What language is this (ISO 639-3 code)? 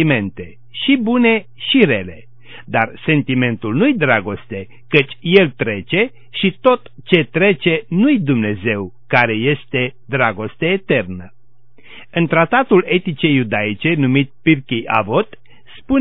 ron